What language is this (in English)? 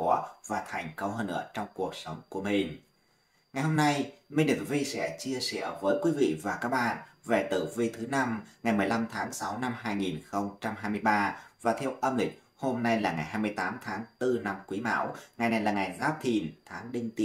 Vietnamese